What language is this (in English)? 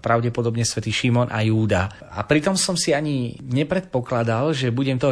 Slovak